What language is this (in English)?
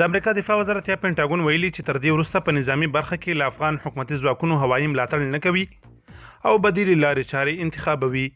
Pashto